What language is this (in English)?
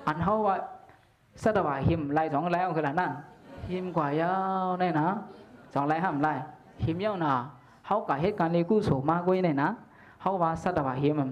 Shan